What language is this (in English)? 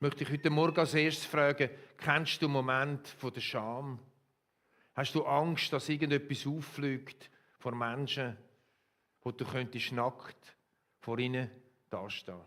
Swiss German